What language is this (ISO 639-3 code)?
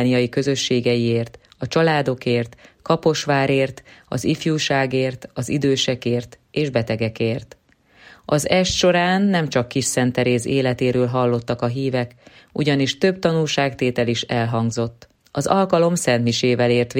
hun